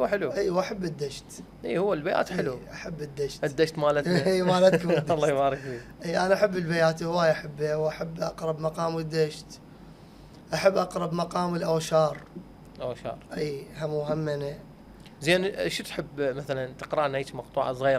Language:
Mesopotamian Arabic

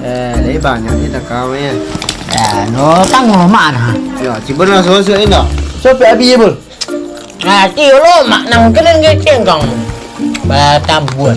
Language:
Minangkabau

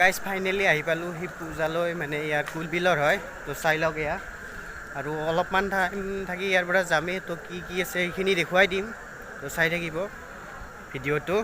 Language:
Assamese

